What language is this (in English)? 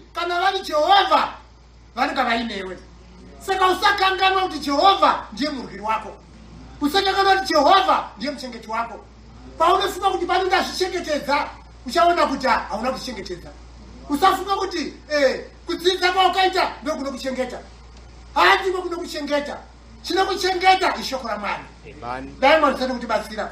Shona